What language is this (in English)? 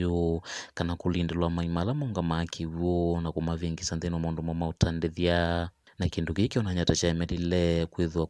Kamba